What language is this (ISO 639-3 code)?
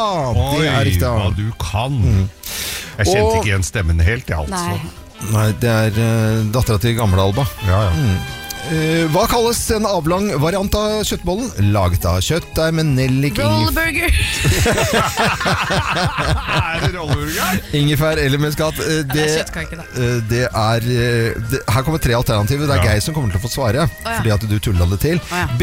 nor